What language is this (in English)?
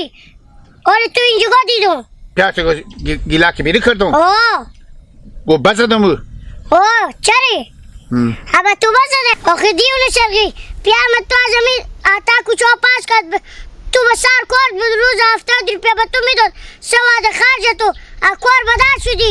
Hazaragi